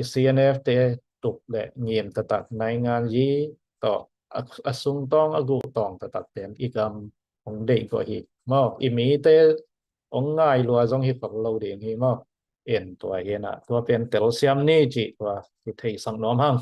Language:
Tedim Chin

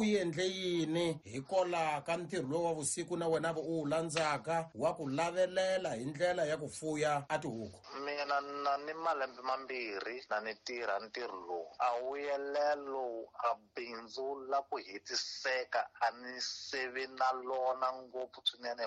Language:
Tsonga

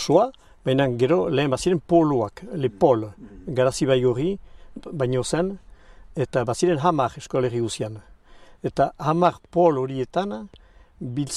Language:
Basque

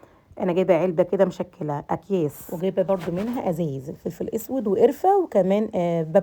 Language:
Egyptian Arabic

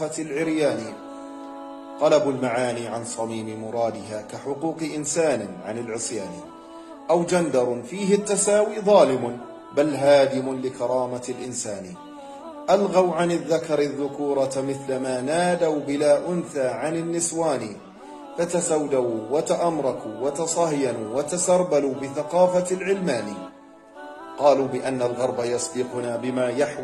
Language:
Arabic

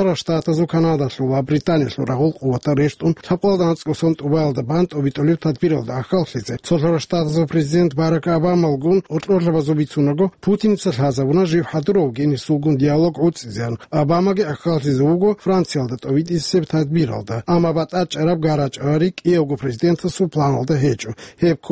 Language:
Avaric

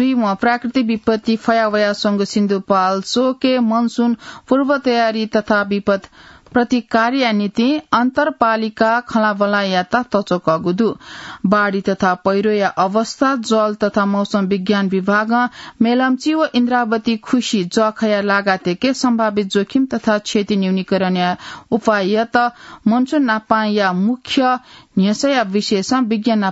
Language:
Newari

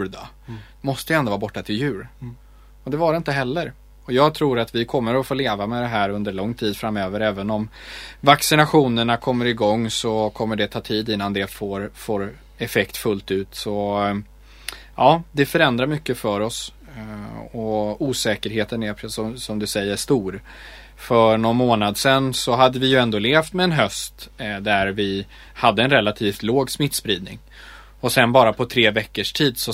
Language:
Swedish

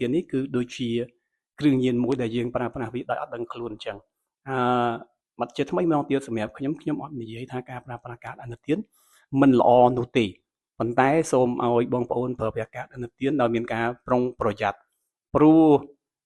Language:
Khmer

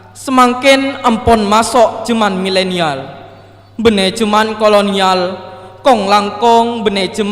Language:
Madurese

